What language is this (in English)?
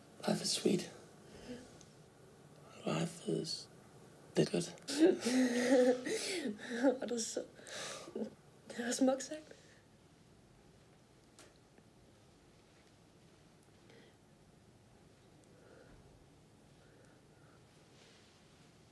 Danish